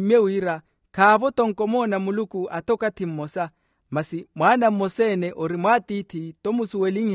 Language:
Makhuwa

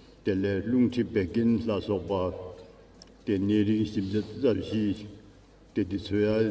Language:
Dzongkha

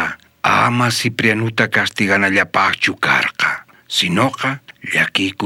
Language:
South Bolivian Quechua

